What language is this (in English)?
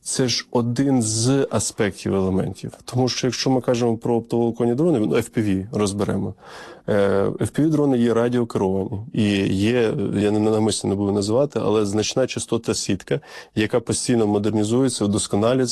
Ukrainian